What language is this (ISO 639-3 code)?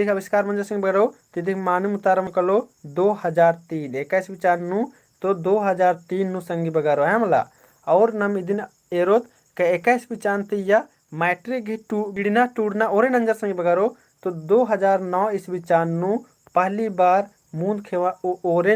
kru